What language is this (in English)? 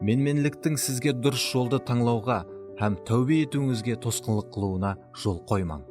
Kara-Kalpak